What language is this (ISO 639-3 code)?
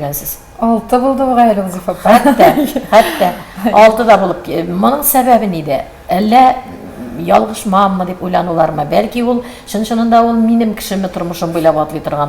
tat